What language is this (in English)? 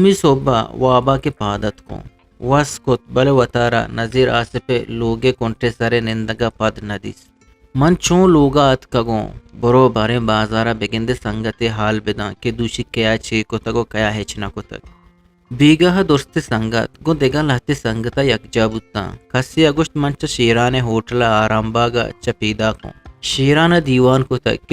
Eastern Balochi